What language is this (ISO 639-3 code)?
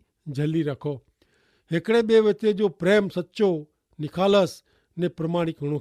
kfr